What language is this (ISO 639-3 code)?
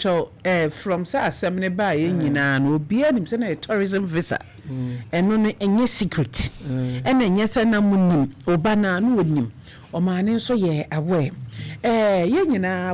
aka